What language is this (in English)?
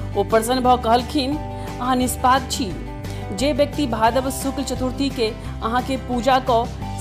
Maithili